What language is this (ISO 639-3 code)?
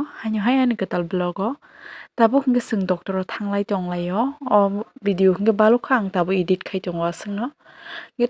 trp